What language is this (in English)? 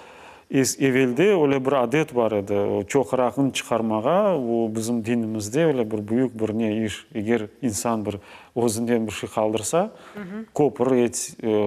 Crimean Tatar